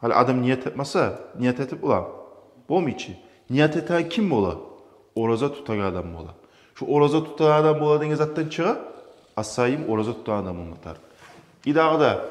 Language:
Kumyk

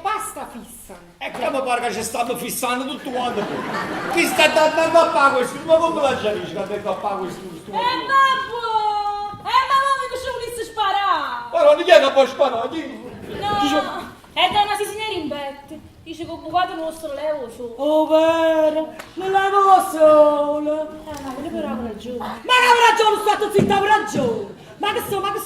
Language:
Neapolitan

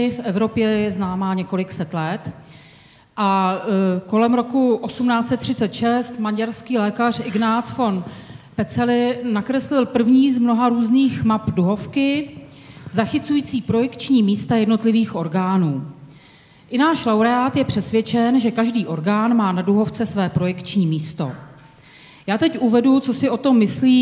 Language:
Czech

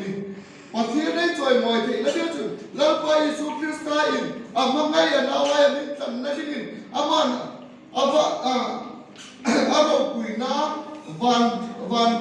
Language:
Hmar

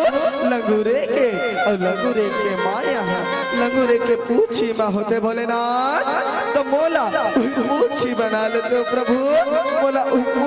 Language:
Chhattisgarhi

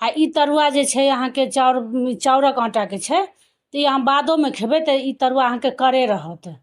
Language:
Maithili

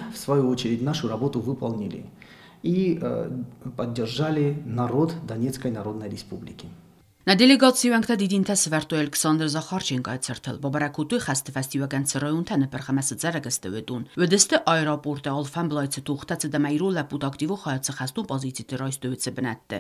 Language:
Ossetic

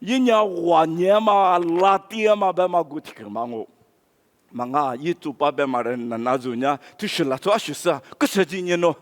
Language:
Lisu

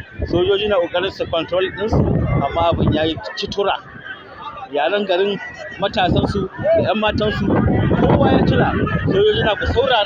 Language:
Hausa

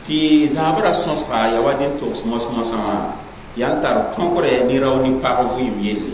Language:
Mossi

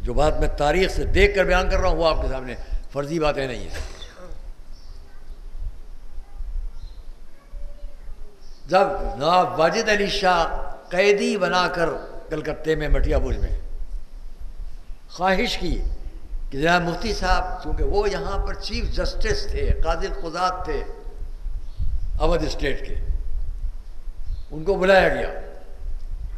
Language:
Urdu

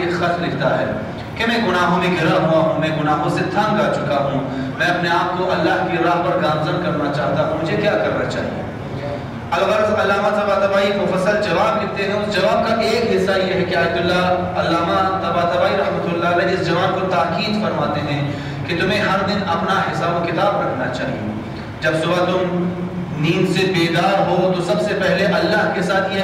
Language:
Urdu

